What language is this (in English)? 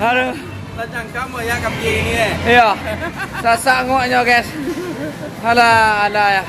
Minangkabau